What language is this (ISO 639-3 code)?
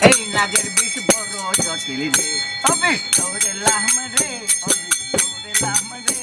syl